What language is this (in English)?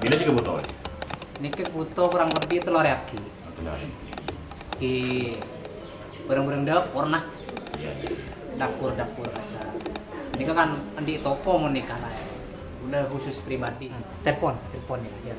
Madurese